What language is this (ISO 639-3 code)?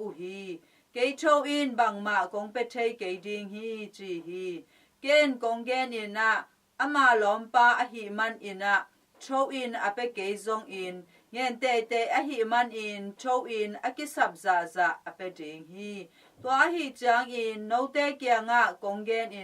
ctd